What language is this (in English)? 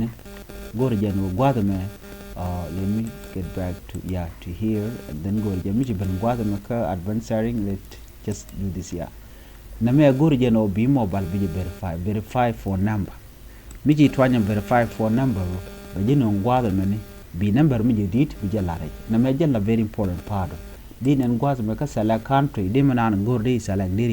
Nuer